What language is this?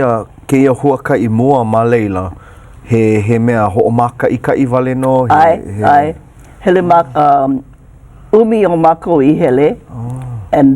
Hawaiian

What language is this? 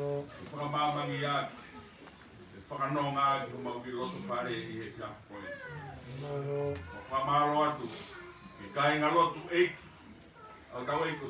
Tongan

